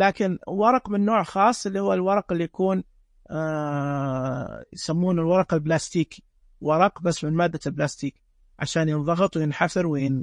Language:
Najdi Arabic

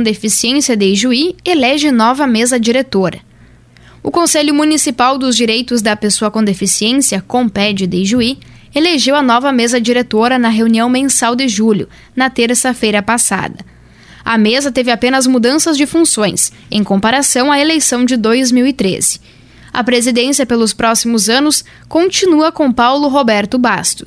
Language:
Portuguese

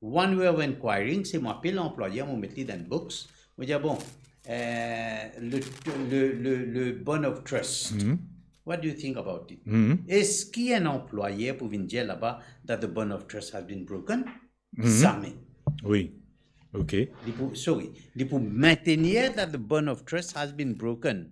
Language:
Morisyen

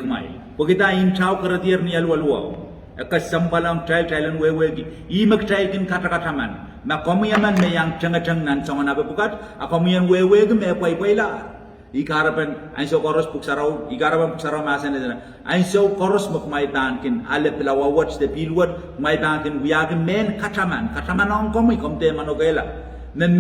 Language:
Pohnpeian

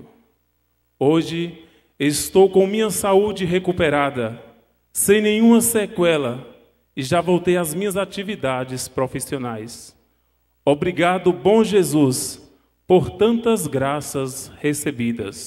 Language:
Portuguese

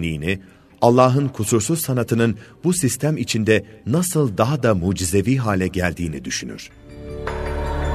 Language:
Turkish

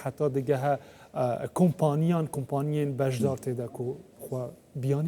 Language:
Central Kurdish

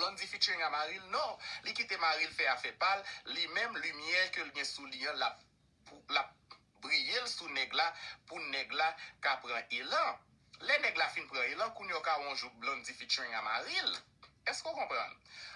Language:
Haitian Creole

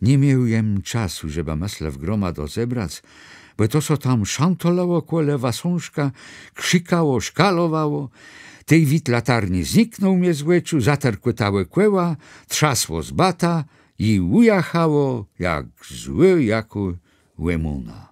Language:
Kashubian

